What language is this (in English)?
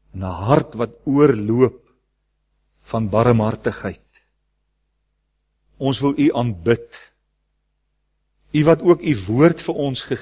Afrikaans